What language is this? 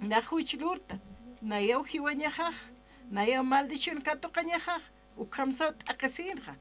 Aymara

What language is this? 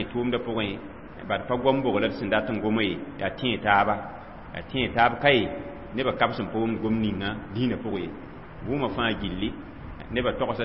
Mossi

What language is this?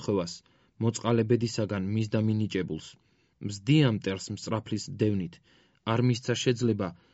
Georgian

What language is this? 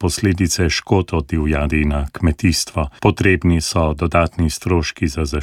Slovenian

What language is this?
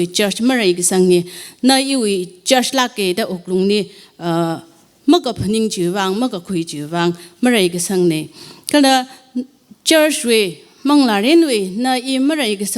Tangkhul Naga (India)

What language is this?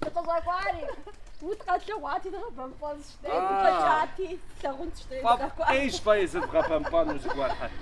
Kabardian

